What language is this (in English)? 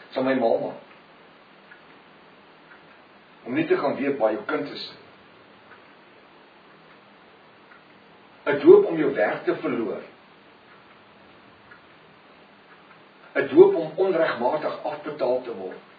Afrikaans